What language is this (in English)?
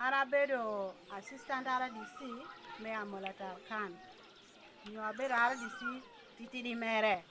Lango (Uganda)